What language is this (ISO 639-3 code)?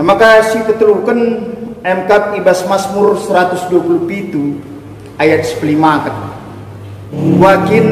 btx